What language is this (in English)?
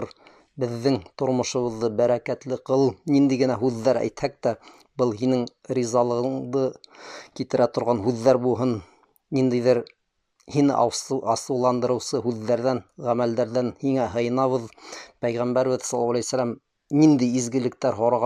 Bashkir